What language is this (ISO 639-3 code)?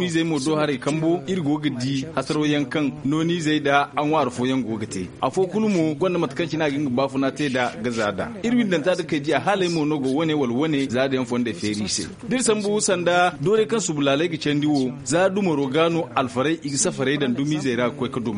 dje